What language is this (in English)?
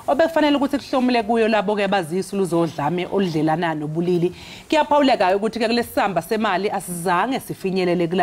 Zulu